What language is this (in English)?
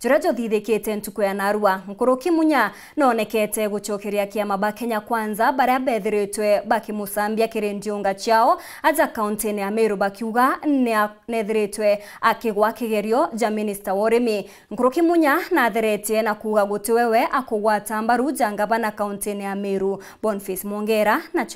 Meru